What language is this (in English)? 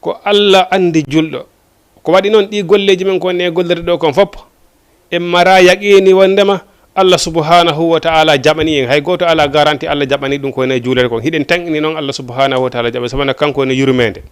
Fula